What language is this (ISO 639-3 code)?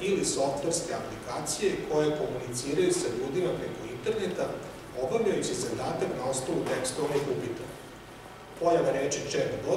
srp